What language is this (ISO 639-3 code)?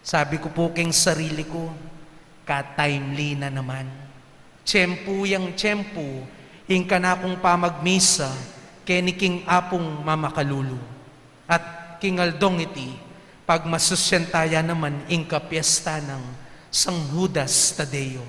pam